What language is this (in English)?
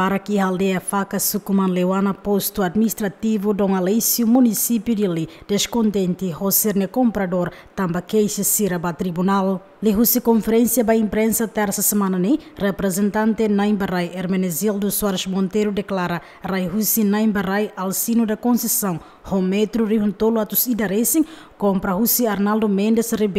Tetum